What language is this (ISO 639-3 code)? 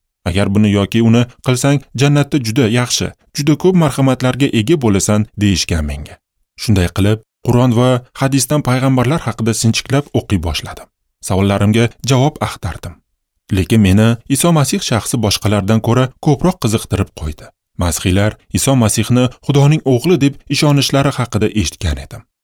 uzb